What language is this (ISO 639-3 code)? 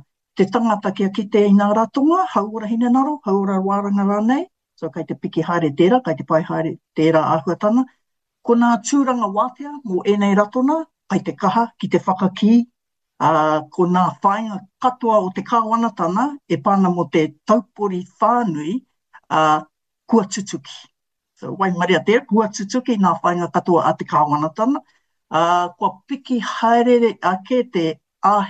mri